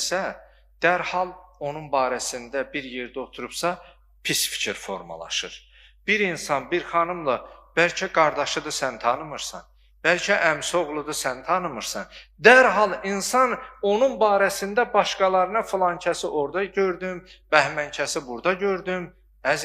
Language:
Azerbaijani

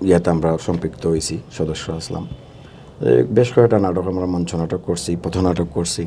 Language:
Sylheti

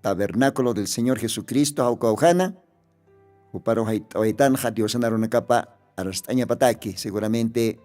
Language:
Aymara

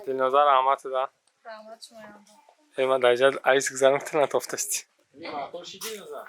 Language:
Tajik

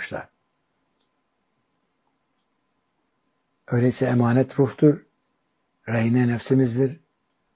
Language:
Turkish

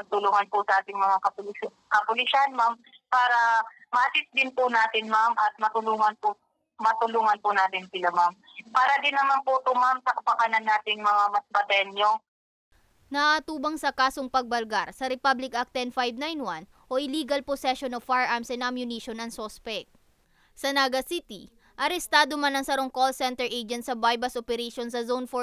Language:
Bikol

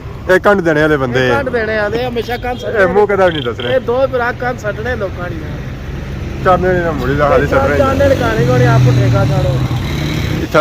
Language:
Pahari-Potwari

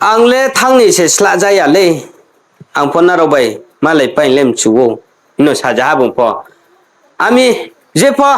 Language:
Riang (India)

